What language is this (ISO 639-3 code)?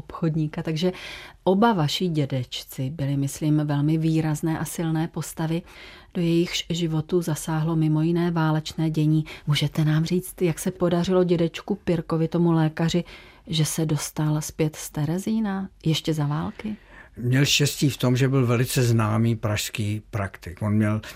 ces